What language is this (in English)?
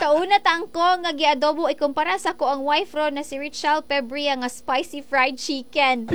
Cebuano